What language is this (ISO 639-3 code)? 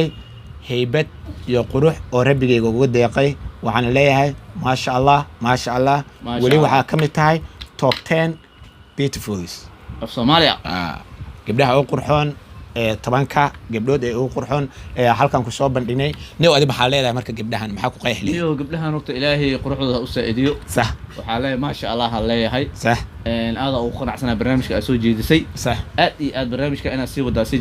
som